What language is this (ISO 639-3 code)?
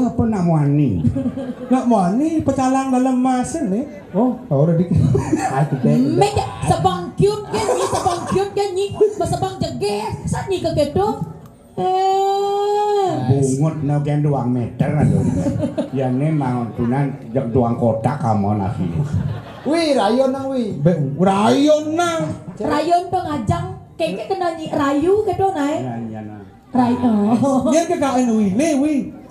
ban